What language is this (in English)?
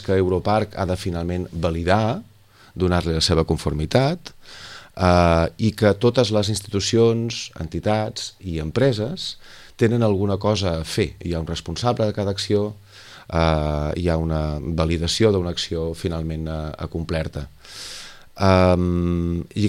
Catalan